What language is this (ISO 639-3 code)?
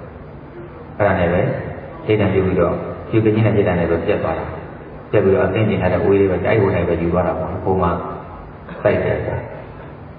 mya